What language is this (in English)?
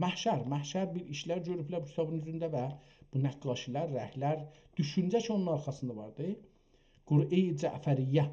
South Azerbaijani